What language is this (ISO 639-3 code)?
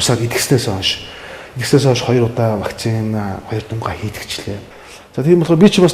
mon